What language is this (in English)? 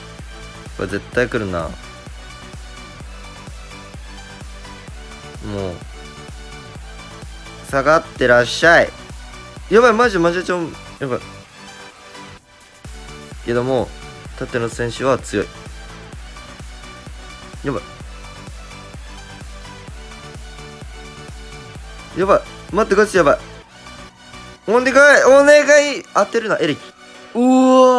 Japanese